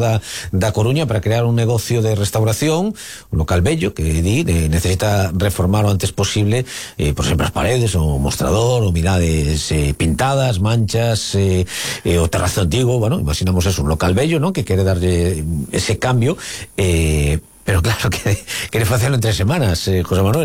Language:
Galician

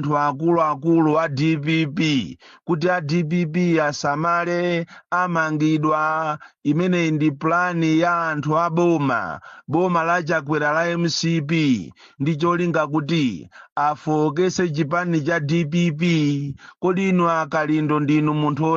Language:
Nyanja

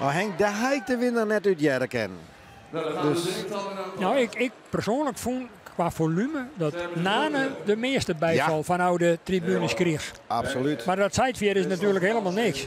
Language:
Western Frisian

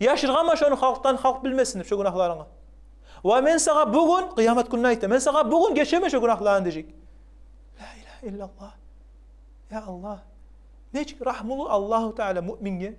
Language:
Kumyk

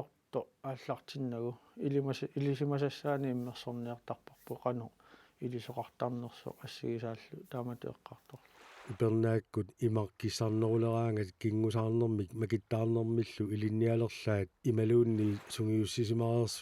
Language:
Kalaallisut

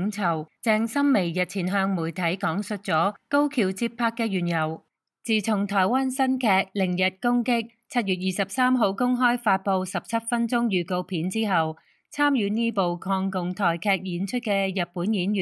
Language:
Cantonese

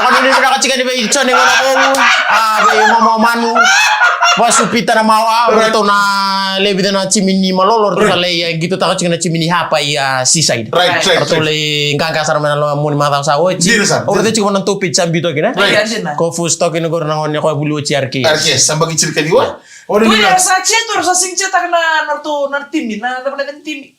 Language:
Fijian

